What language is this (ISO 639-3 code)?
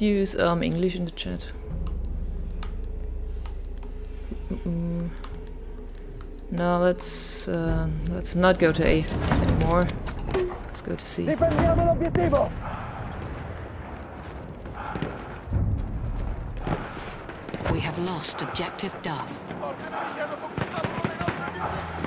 eng